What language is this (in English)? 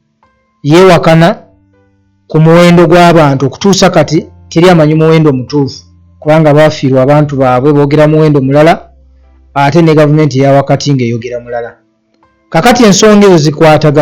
Ganda